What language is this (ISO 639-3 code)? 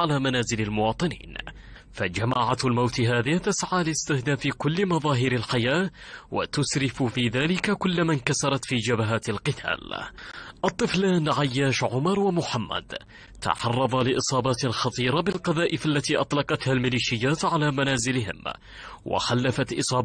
ara